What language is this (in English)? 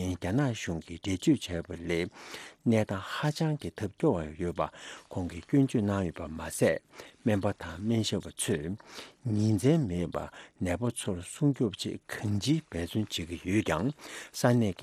Tibetan